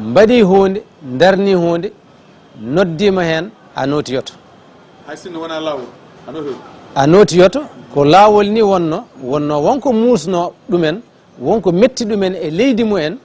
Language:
Fula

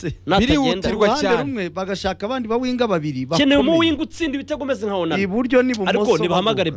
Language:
Kinyarwanda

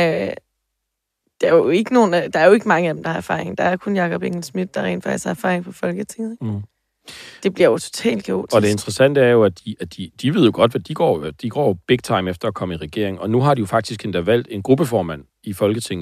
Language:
Danish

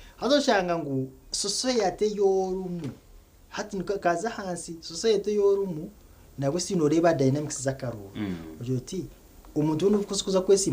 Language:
Nyankole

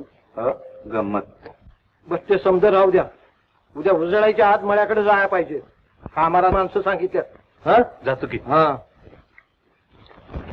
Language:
Marathi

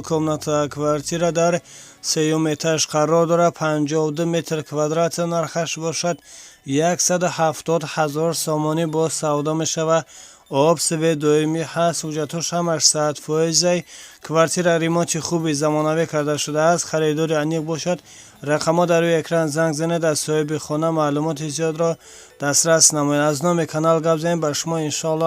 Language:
Tajik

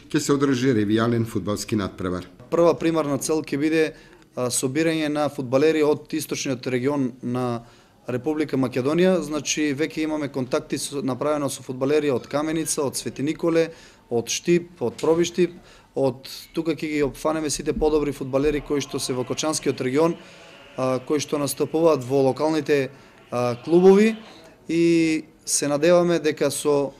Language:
Macedonian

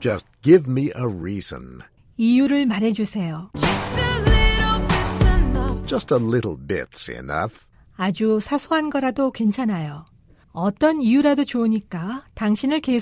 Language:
Korean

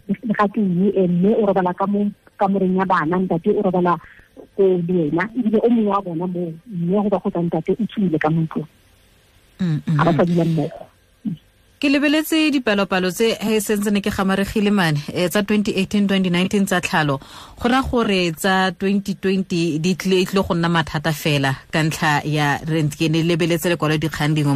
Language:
Tswana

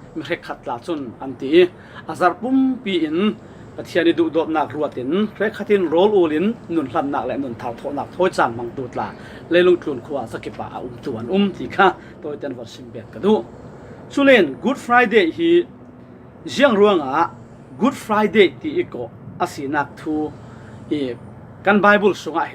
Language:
Falam Chin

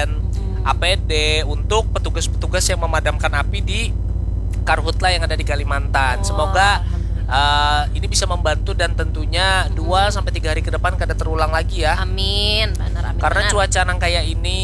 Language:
Banjar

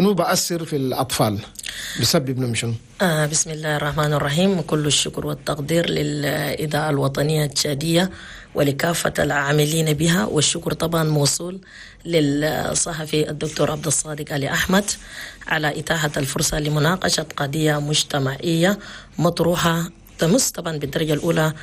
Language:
Chadian Arabic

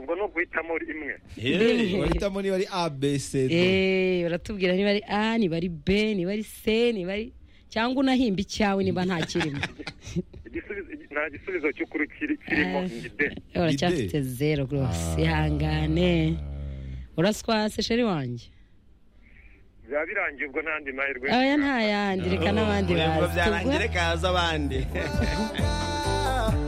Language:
Kinyarwanda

